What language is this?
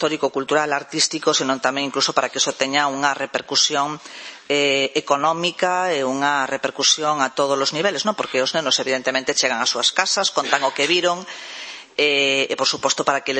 Galician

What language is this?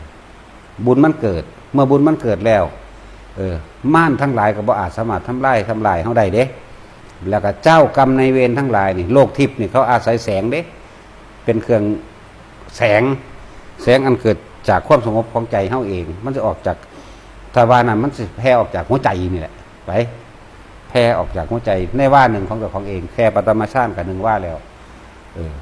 Northeastern Thai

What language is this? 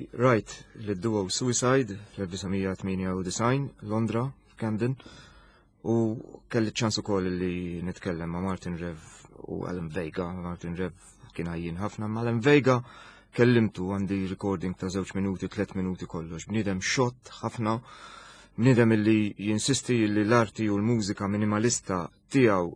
Maltese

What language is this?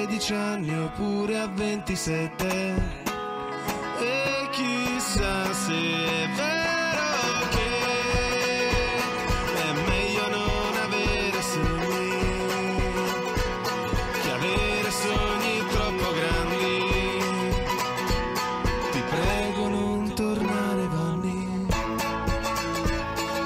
Italian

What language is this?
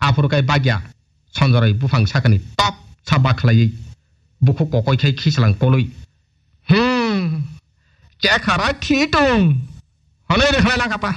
Kok Borok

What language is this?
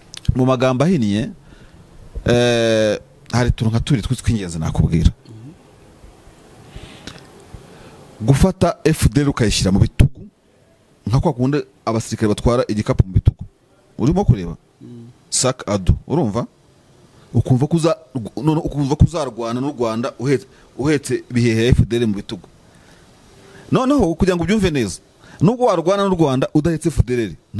Kinyarwanda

